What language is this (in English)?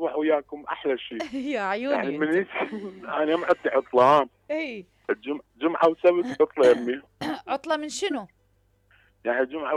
Mesopotamian Arabic